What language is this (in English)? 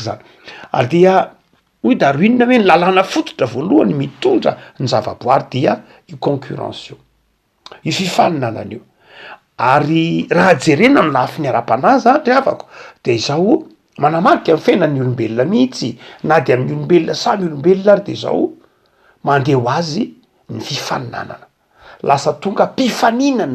Malagasy